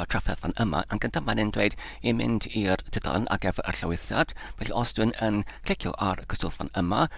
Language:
Welsh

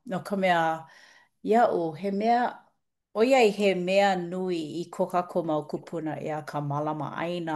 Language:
Hawaiian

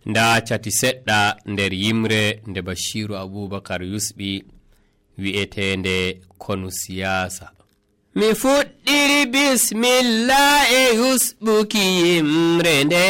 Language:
Nigerian Fulfulde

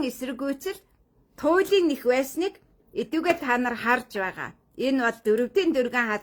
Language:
Mongolian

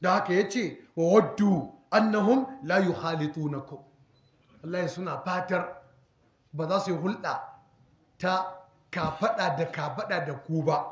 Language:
Hausa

